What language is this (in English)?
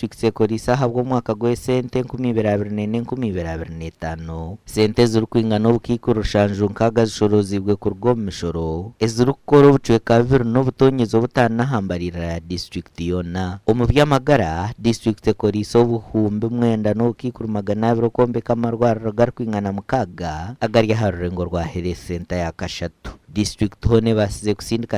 Nyankole